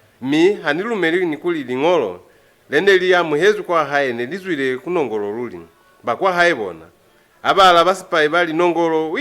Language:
Lozi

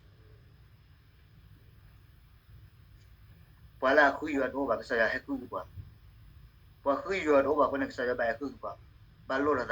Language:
S'gaw Karen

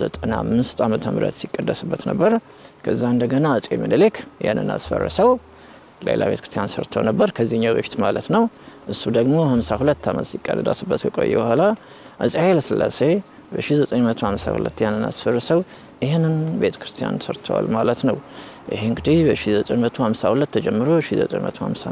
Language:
Amharic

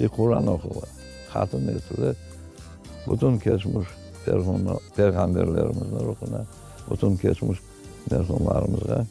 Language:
Crimean Tatar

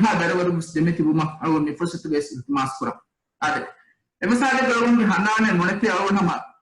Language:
Divehi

